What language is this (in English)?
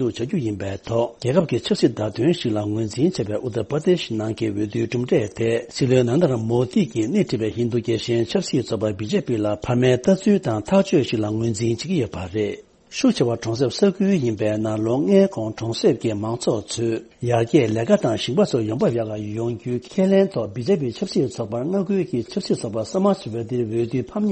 Tibetan